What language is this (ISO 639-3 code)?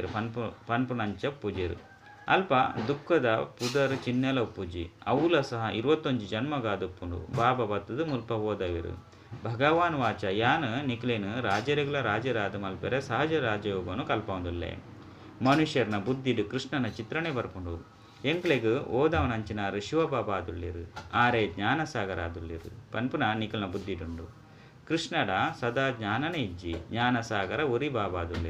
tcy